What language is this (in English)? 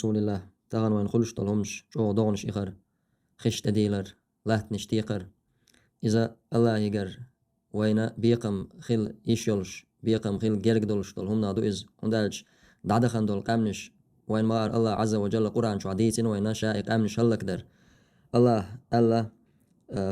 Chechen